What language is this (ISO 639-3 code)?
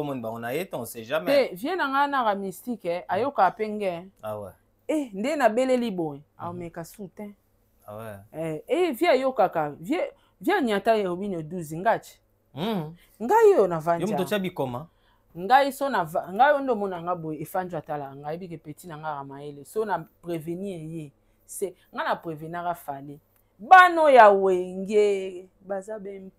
lin